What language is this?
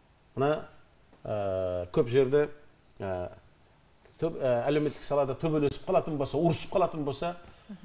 Kazakh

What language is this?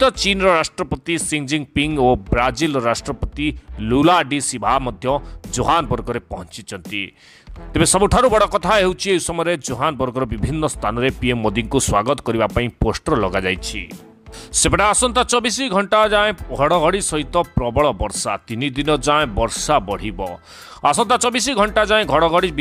Odia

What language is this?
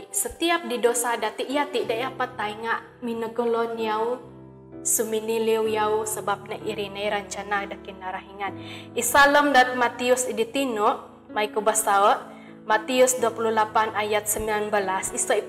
Central Dusun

